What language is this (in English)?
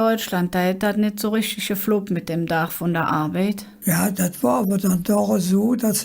Colognian